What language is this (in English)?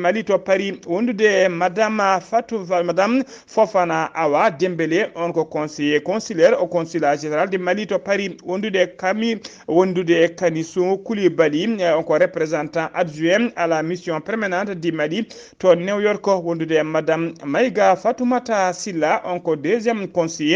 Fula